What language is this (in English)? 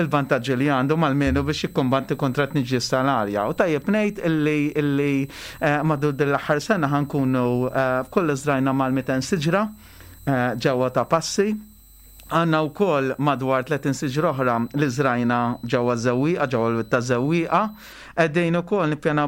Maltese